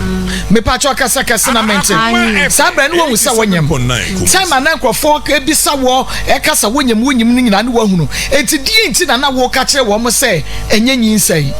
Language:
Akan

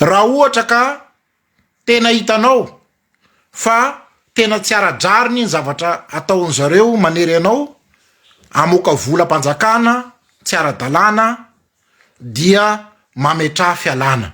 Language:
Malagasy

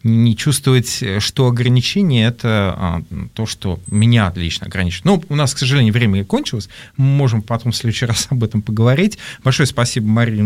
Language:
Russian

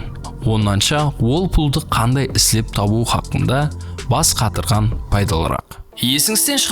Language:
Kara-Kalpak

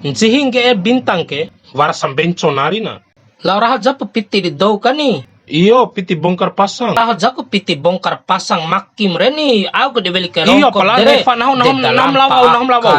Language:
Bima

